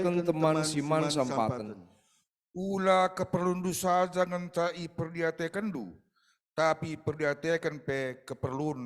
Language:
Batak Karo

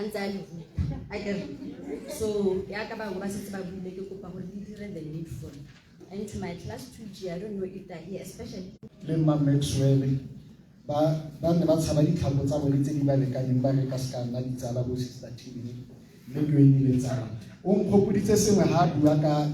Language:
Tswana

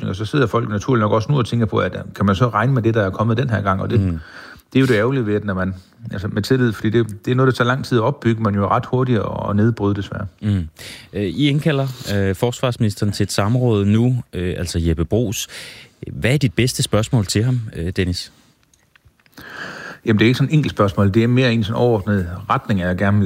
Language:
Danish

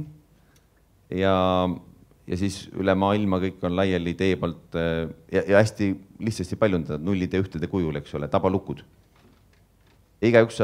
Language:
Estonian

